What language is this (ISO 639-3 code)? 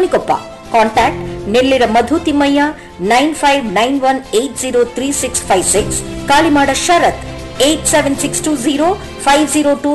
kan